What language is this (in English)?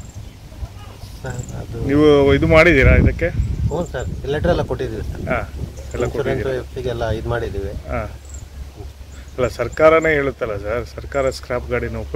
Kannada